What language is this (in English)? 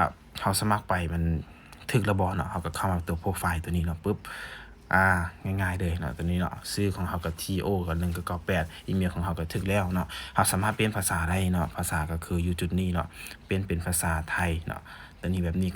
Lao